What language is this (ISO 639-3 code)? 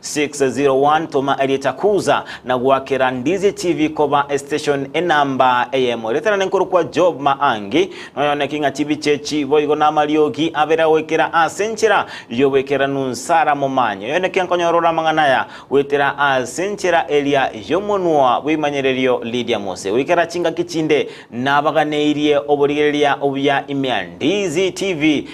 guz